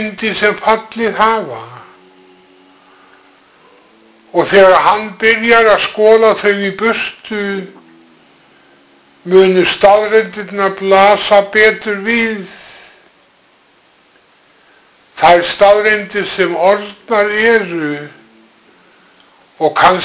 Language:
Icelandic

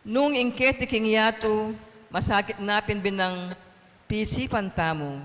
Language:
Pampanga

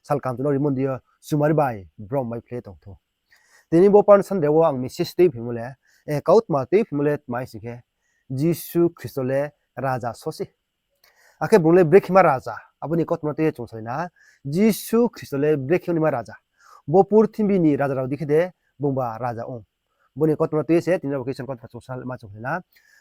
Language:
Riang (India)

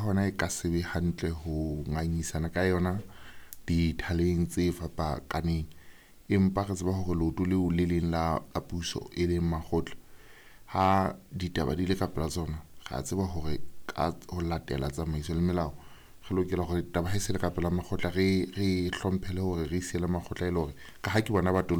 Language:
Southern Sotho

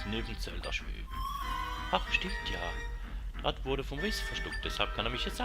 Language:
Swiss German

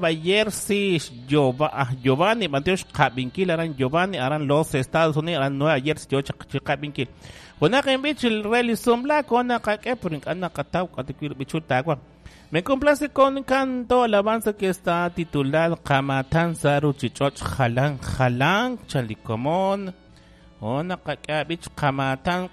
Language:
Kekchí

